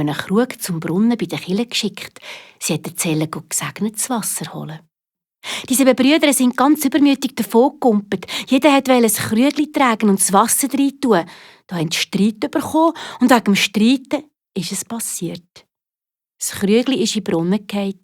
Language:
Swiss German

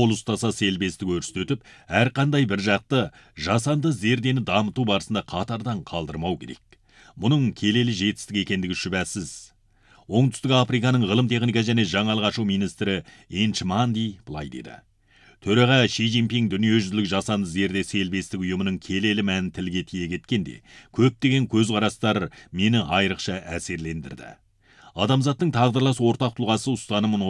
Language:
Kazakh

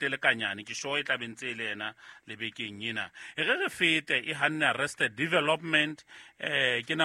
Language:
Southern Sotho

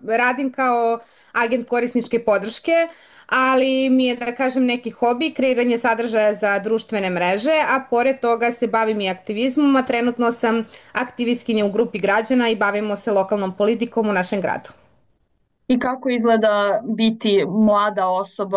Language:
Serbian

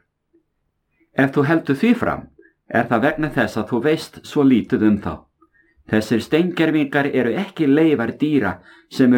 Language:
Icelandic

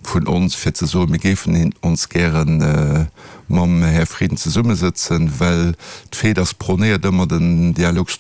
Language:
Luxembourgish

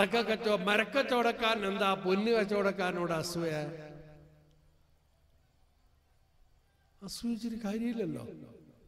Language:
Malayalam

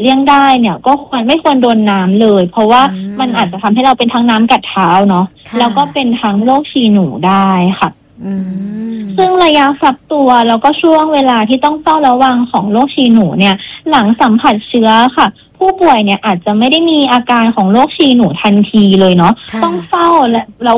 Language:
Thai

